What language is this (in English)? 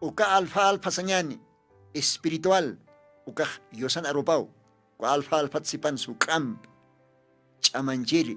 Aymara